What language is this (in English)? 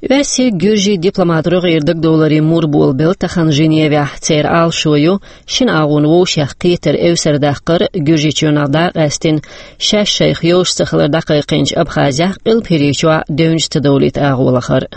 Chechen